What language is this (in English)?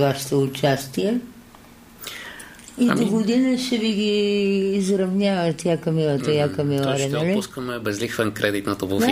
Bulgarian